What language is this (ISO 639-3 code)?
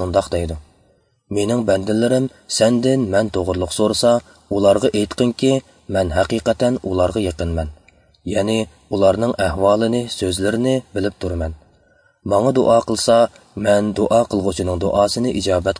uig